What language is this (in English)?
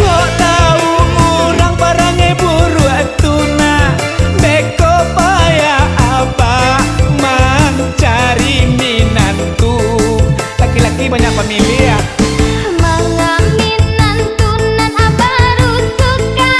Minangkabau